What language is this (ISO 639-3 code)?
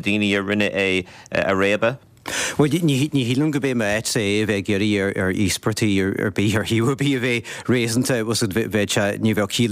gle